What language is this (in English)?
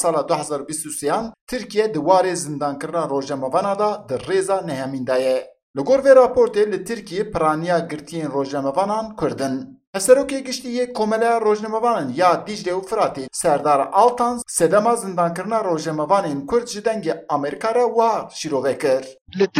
Kurdish